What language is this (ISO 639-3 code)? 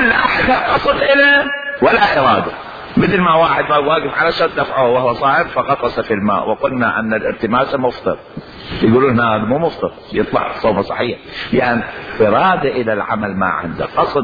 acm